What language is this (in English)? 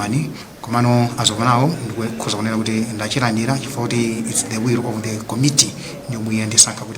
Nyanja